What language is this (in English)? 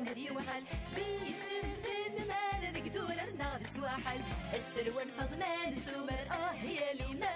Kabyle